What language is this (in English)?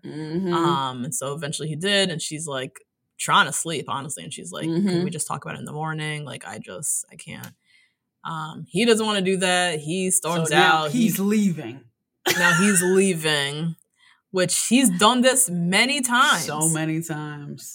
English